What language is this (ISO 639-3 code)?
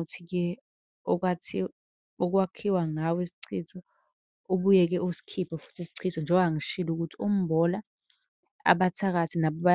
zul